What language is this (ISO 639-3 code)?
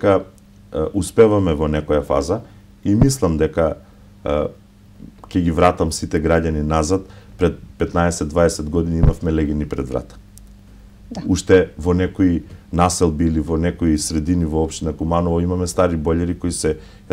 mkd